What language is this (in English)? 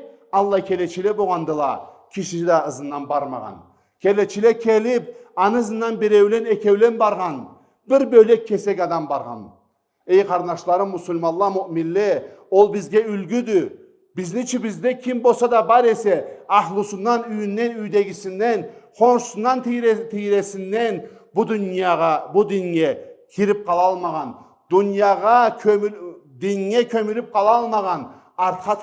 Karachay-Balkar